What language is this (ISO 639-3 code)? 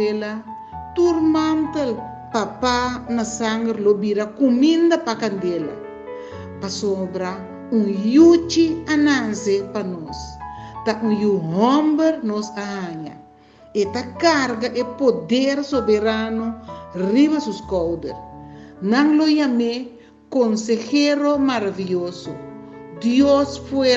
pap